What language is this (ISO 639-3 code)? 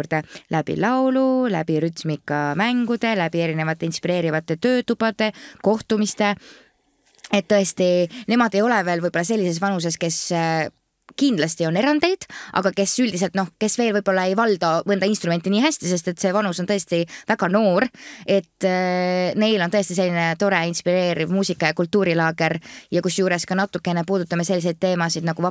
est